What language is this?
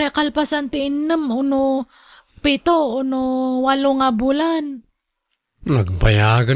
Iloko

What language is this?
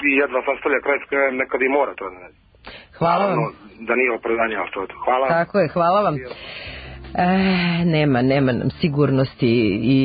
Serbian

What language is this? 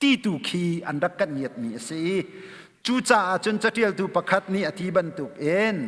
Hakha Chin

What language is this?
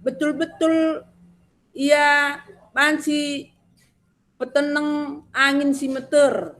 Batak Karo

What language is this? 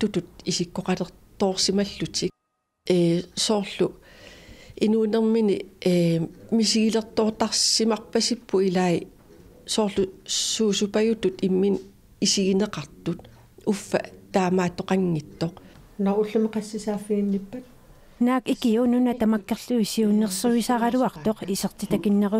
Kalaallisut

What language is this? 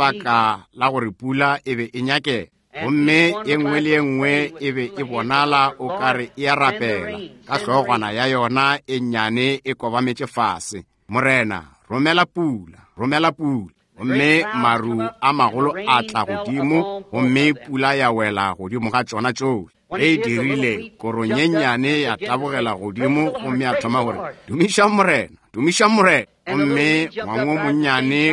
Northern Sotho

